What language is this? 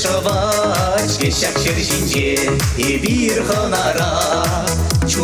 Chuvash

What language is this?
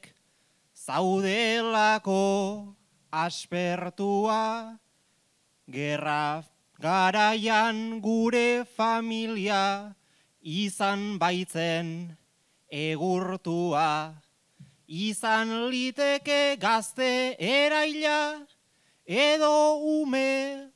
Basque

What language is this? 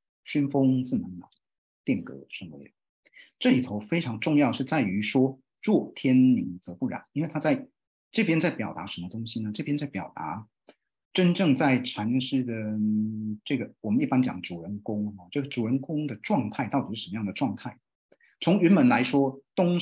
Chinese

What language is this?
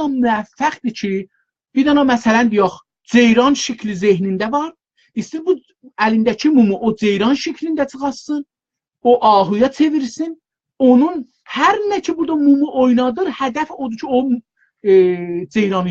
South Azerbaijani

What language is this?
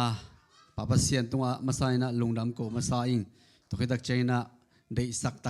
Tedim Chin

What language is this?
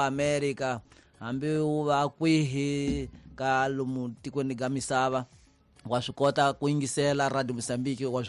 Tsonga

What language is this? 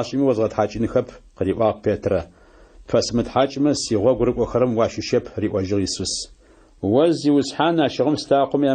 Adyghe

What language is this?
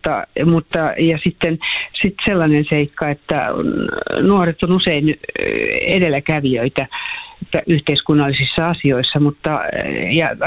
Finnish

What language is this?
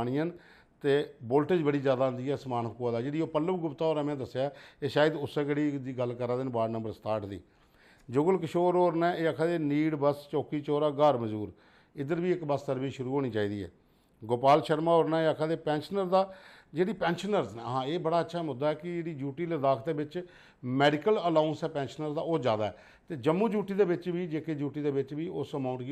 Dogri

